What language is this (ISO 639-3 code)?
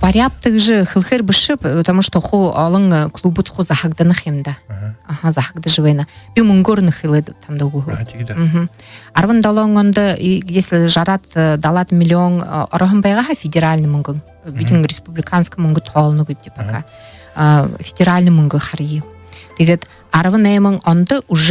bua